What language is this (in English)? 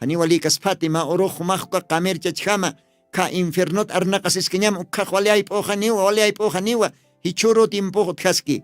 Aymara